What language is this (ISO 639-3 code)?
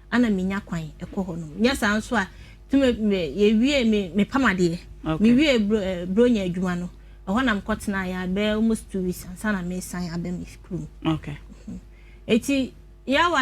aka